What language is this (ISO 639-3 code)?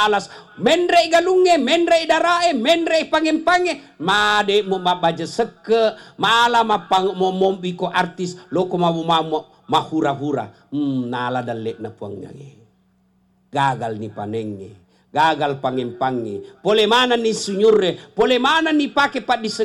bug